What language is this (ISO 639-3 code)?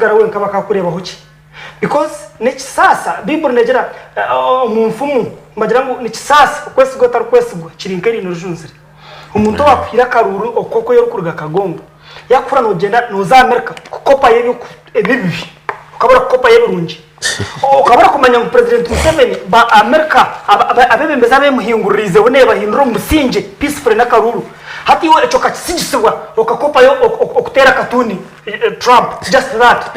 nyn